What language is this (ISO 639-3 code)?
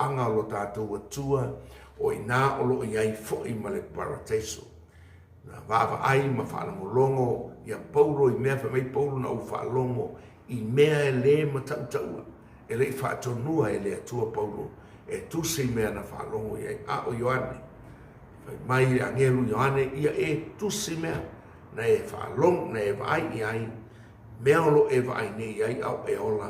smo